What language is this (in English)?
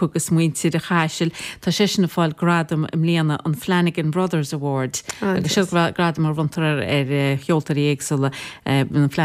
Irish